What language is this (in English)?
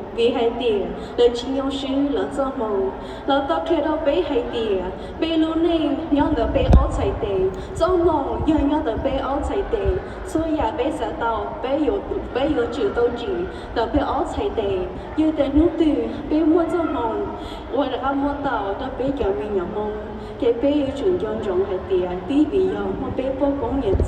Hmong